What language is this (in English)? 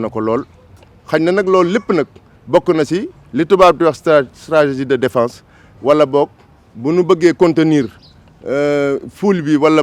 Wolof